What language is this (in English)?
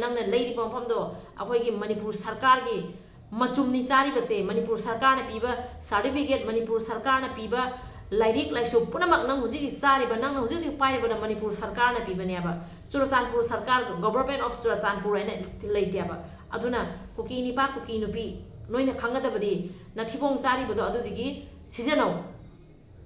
Manipuri